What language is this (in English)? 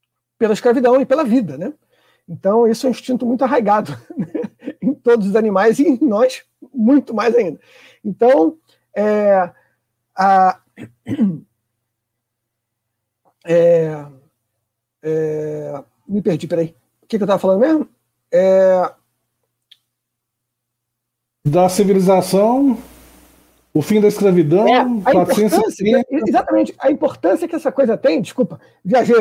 Portuguese